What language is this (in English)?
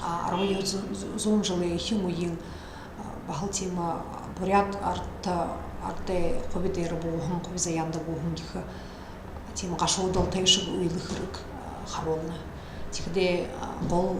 Buriat